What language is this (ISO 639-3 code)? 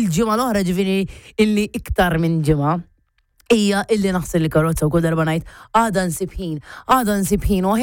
mlt